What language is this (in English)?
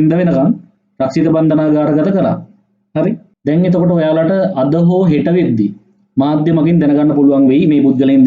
Sinhala